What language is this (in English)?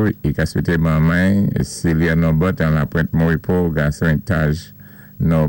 Saint Lucian Creole French